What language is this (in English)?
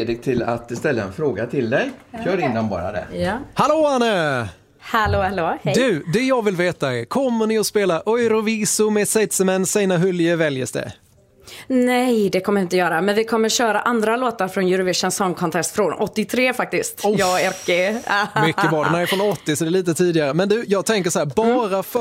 Swedish